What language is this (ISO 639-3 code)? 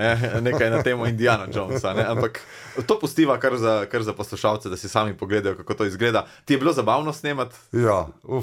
slv